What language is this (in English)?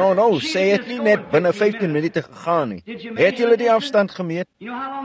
Afrikaans